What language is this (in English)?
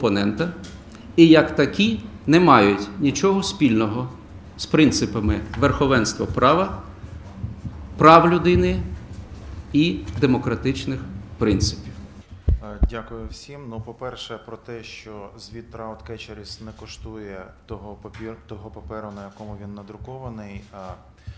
Ukrainian